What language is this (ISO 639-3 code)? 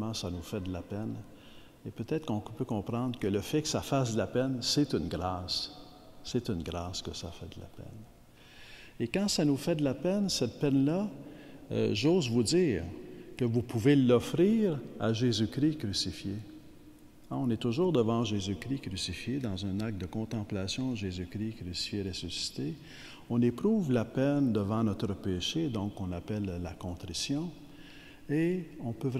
fra